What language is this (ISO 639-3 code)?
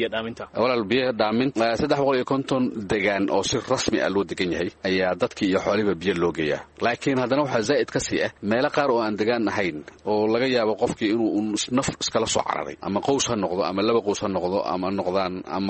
som